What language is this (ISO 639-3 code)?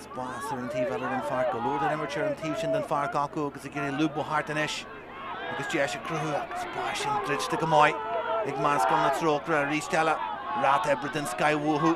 gle